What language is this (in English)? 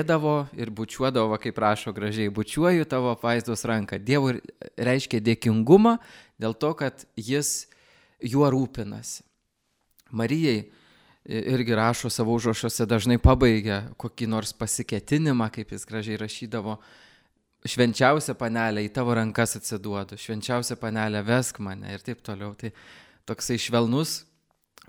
Lithuanian